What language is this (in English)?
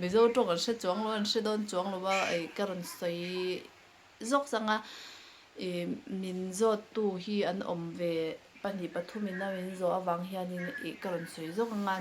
Mizo